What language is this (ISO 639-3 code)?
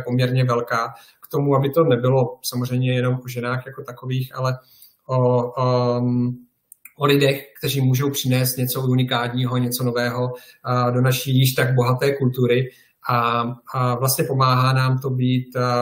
ces